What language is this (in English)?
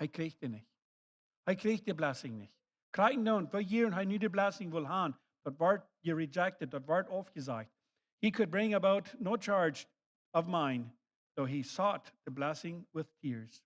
Plautdietsch